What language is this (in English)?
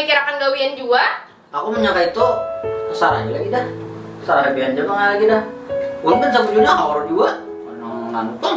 Banjar